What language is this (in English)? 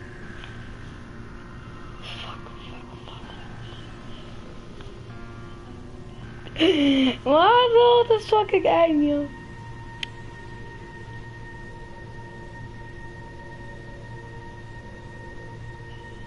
Dutch